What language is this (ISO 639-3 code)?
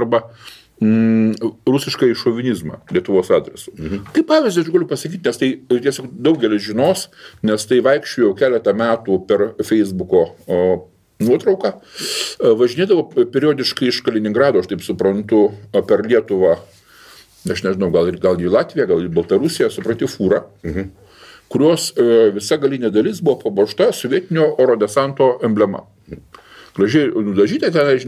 lit